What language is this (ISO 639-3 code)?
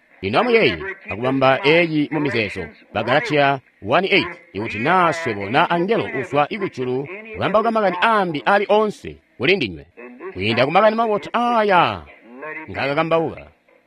toi